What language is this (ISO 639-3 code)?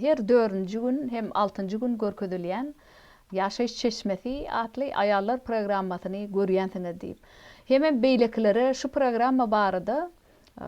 tuk